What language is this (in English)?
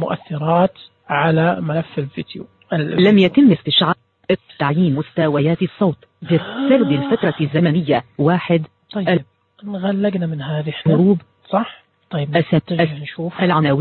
Najdi Arabic